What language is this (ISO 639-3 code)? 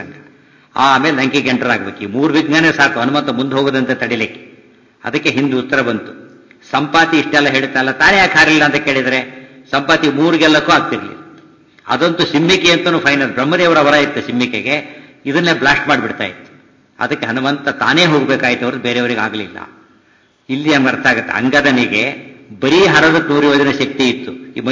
kan